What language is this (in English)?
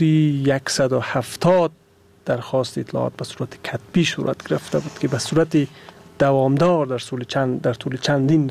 Persian